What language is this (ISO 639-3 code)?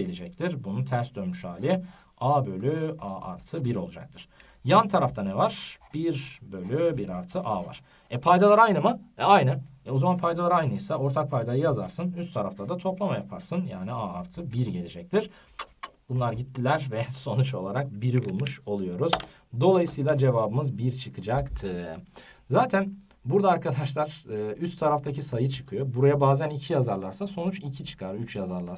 tur